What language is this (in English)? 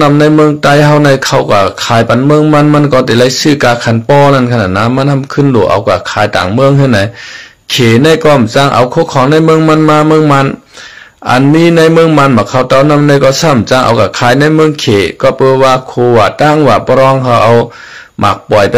Shan